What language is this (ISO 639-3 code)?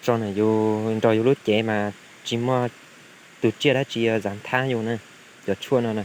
hmn